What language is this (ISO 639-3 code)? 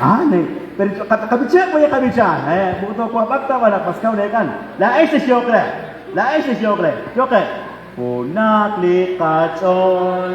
kek